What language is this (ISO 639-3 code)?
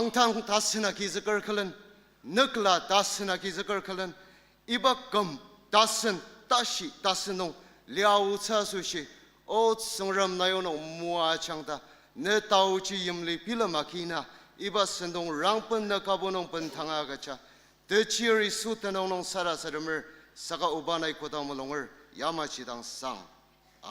njo